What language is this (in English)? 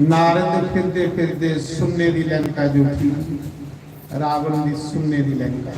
Dogri